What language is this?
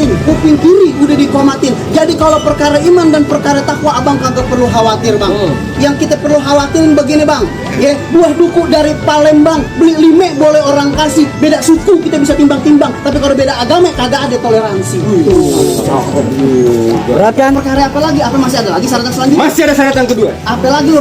Betawi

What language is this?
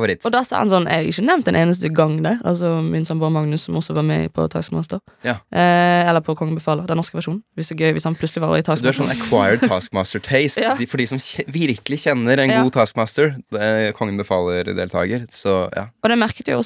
Norwegian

